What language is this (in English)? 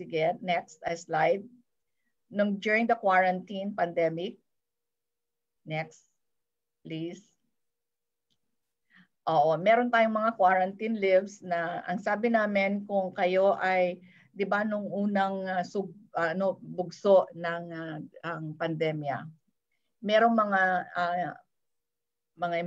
Filipino